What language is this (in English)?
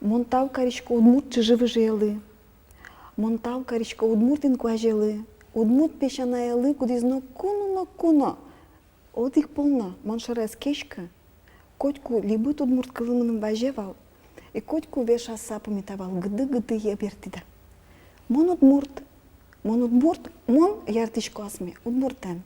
Udmurt